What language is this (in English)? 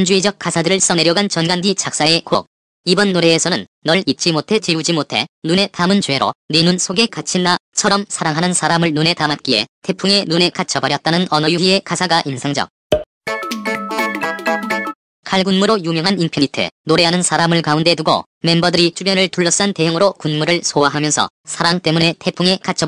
Korean